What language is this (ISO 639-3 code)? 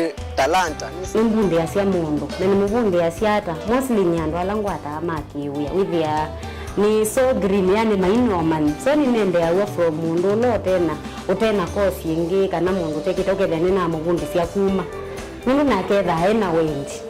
kam